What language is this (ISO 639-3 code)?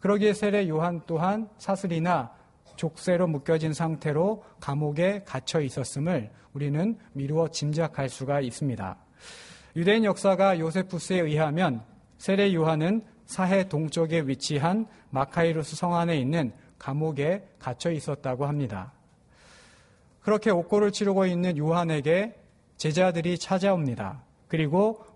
kor